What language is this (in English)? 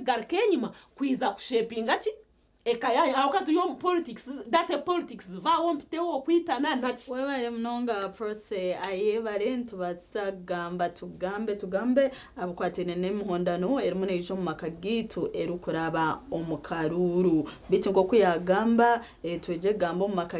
Nyankole